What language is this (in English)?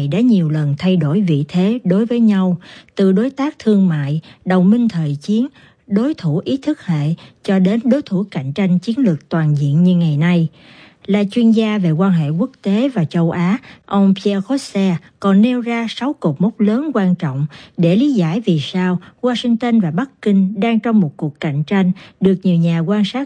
Vietnamese